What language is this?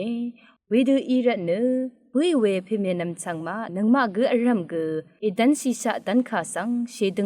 Rawang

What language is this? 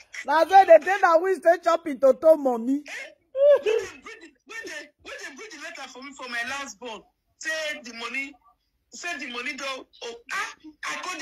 Nigerian Pidgin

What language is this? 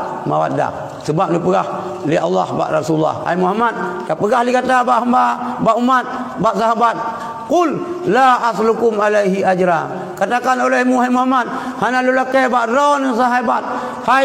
Achinese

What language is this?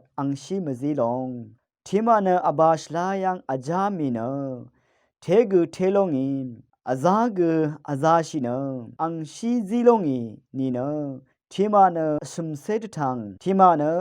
Rawang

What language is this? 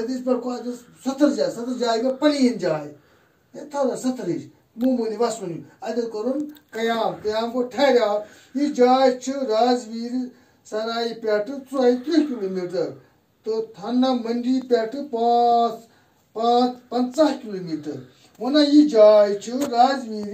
Kashmiri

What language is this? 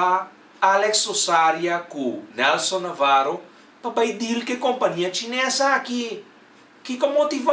Papiamento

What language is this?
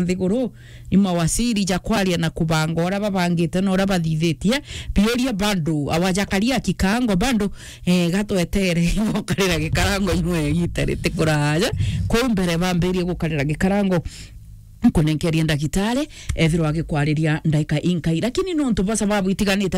Meru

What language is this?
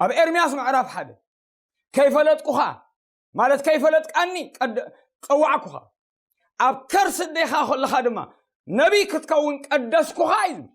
Tigrinya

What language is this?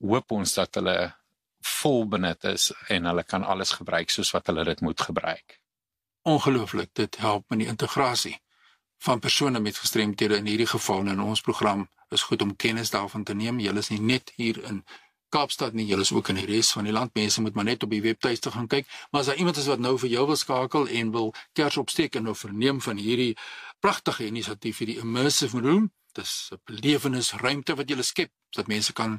Afrikaans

